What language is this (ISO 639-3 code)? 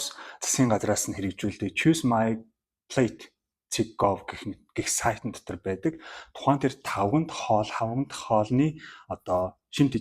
mon